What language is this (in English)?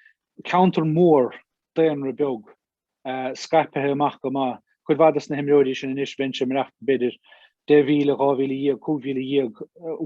Irish